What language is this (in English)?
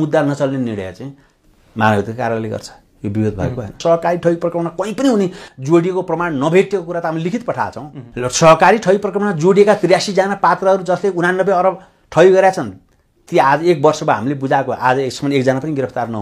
Nepali